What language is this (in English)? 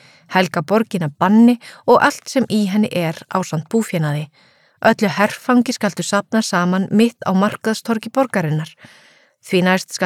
Icelandic